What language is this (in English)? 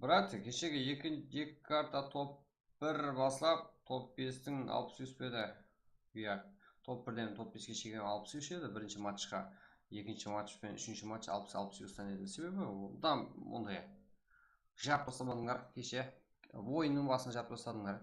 Kara-Kalpak